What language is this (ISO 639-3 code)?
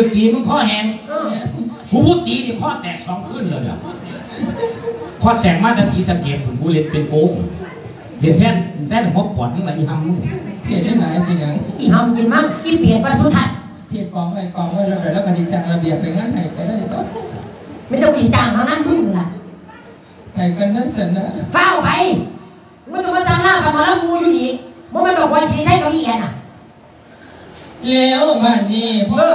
tha